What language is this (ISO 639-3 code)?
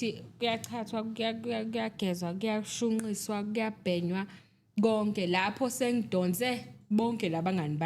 zul